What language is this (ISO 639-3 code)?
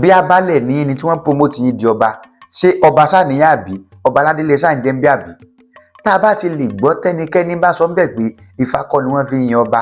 yor